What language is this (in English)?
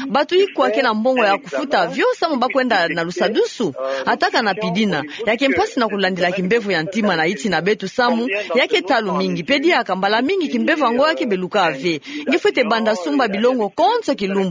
Kituba (Democratic Republic of Congo)